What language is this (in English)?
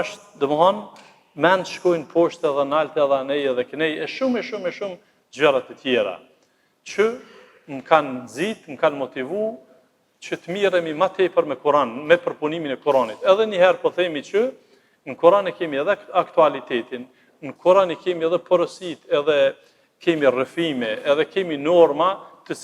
Albanian